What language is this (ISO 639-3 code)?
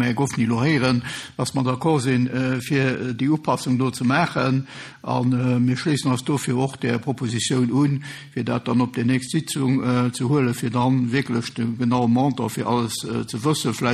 ltz